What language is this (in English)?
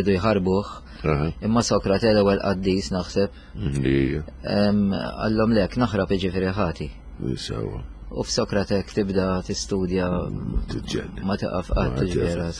Maltese